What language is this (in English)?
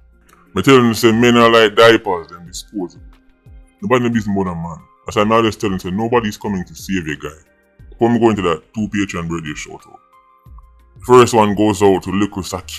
Jamaican Creole English